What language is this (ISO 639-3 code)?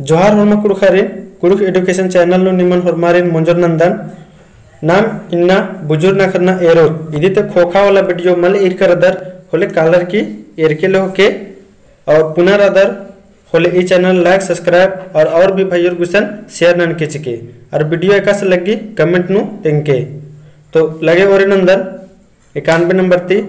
kru